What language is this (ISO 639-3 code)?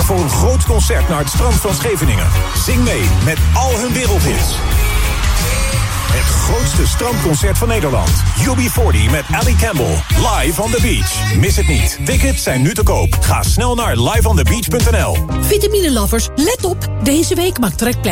nld